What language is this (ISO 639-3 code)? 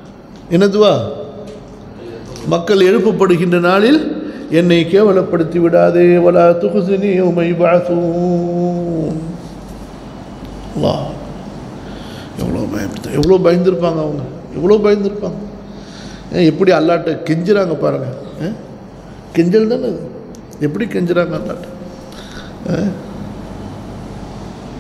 tam